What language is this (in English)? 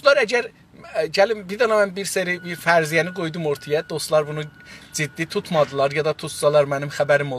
South Azerbaijani